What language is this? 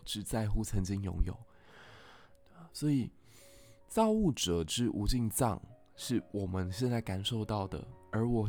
Chinese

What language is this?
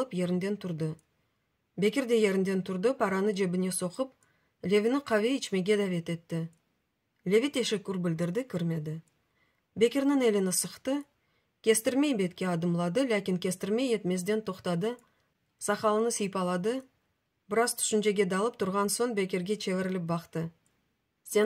Crimean Tatar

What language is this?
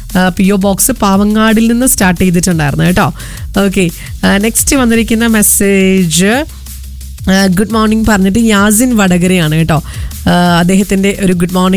Malayalam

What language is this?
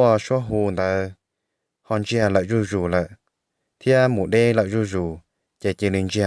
Hmong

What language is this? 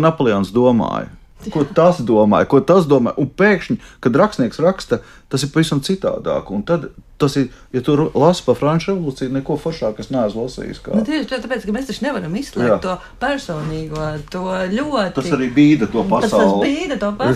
Latvian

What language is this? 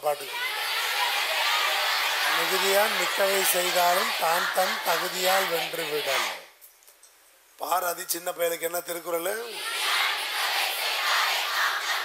Tamil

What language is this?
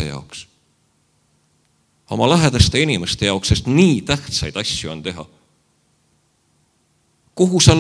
Estonian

